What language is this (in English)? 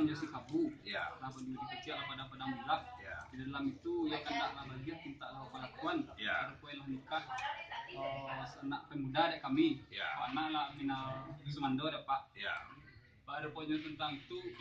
Minangkabau